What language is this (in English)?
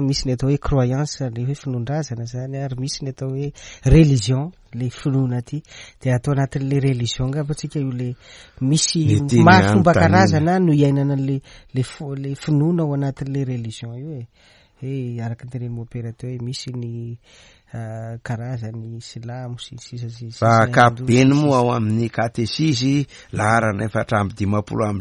Malagasy